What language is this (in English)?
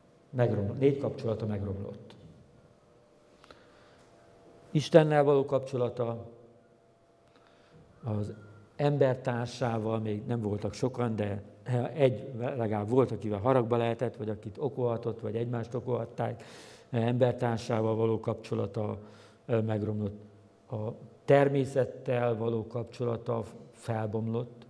Hungarian